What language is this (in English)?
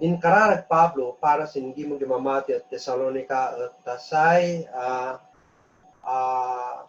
Kankanaey